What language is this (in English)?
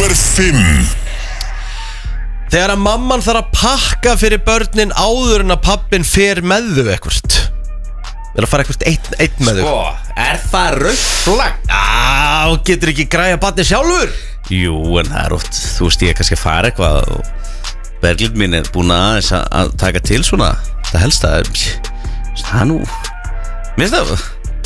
Icelandic